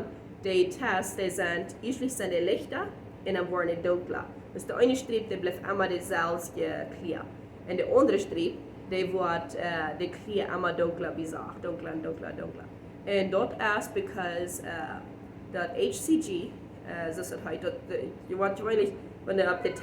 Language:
Plautdietsch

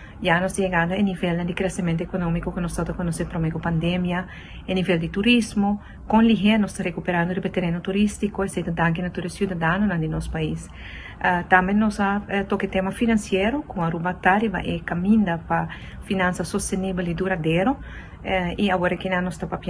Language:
Papiamento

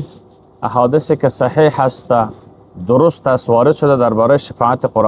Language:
Persian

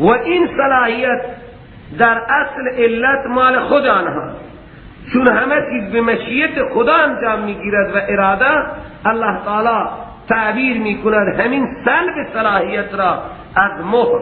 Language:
Persian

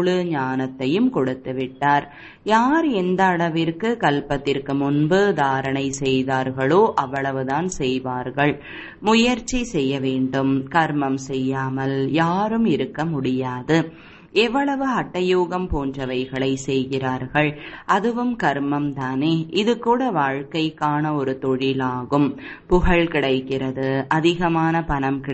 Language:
Tamil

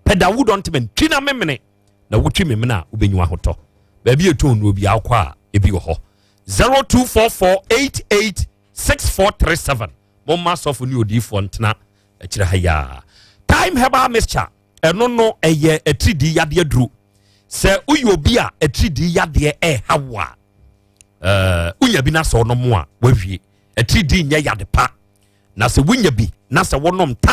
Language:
Akan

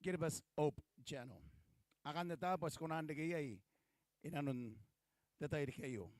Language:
Gilbertese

